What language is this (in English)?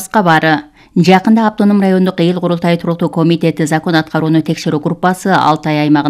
Kyrgyz